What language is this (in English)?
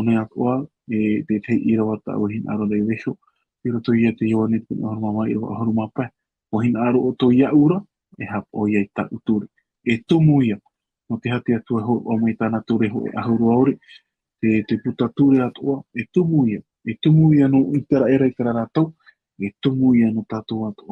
Tahitian